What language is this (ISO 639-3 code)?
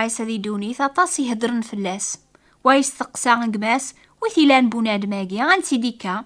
kab